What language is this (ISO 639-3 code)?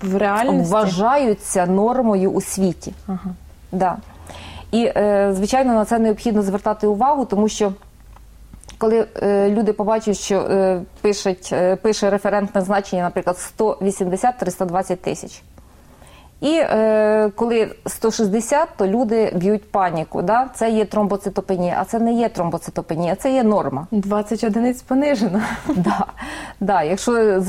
ukr